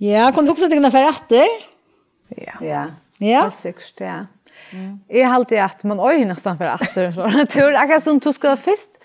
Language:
Faroese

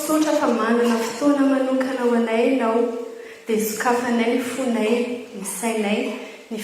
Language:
Malagasy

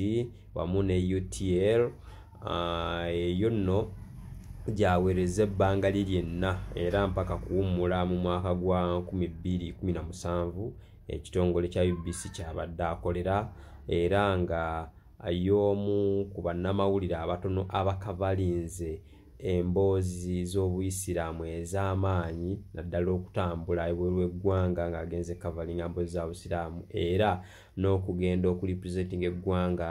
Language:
Ganda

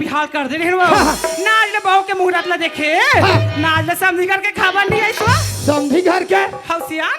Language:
Chhattisgarhi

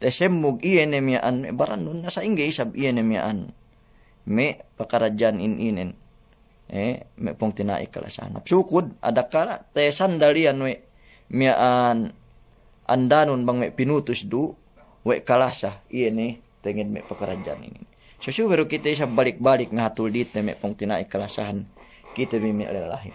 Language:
Yakan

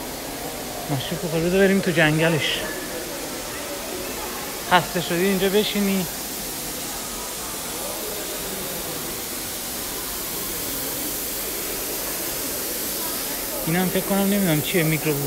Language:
Persian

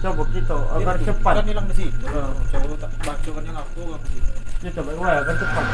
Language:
Musi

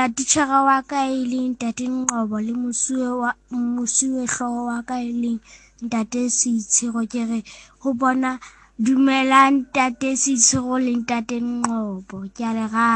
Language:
Southern Sotho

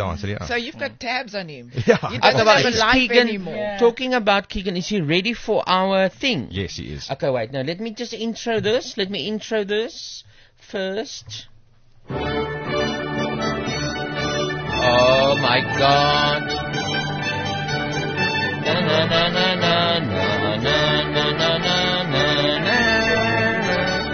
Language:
Afrikaans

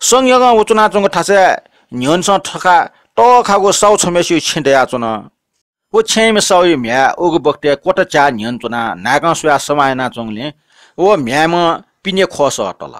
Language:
Newari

